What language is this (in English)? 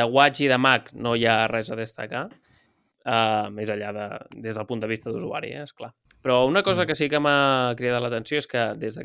Catalan